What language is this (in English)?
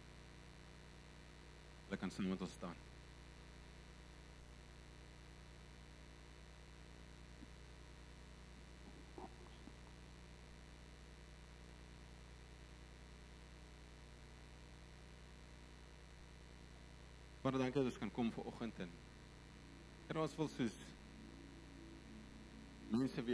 Afrikaans